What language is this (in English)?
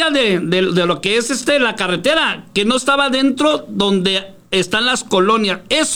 Spanish